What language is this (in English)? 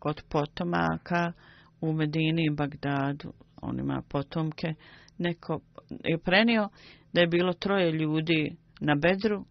Bosnian